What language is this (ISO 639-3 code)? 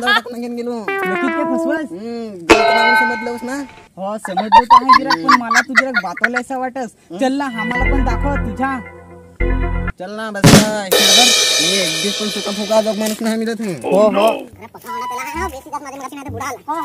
mar